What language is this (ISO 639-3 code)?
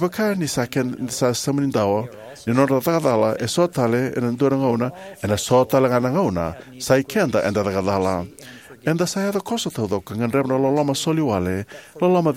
fij